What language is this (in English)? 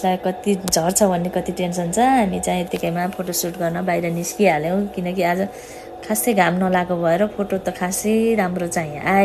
Nepali